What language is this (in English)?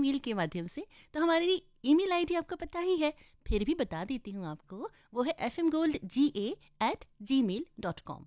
Hindi